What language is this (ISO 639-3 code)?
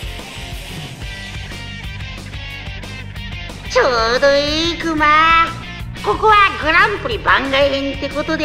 jpn